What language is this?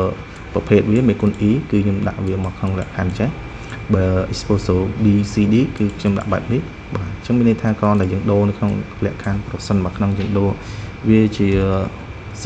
Khmer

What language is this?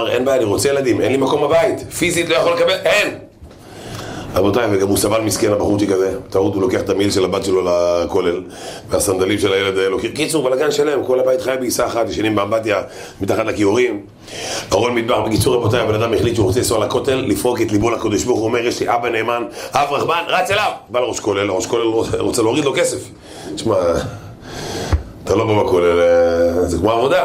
Hebrew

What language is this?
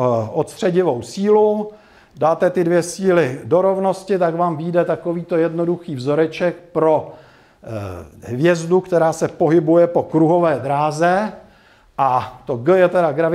Czech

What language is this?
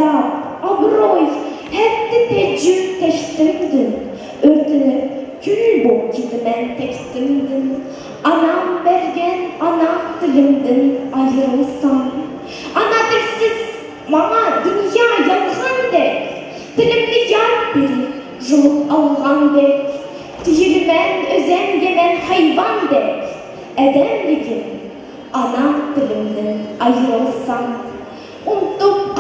Uyghur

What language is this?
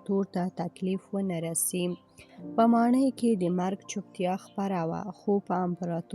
Pashto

